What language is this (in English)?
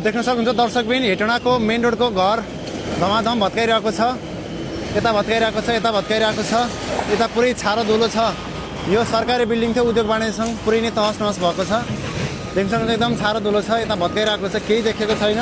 Nepali